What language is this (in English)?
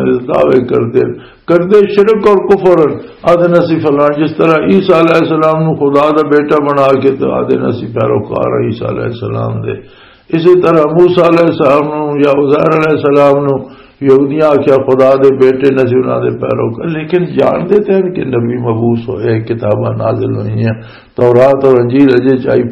Western Panjabi